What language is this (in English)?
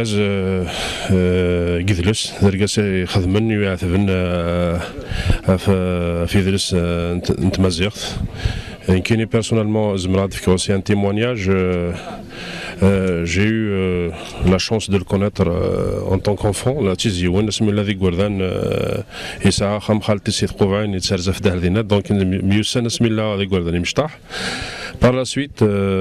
Kabyle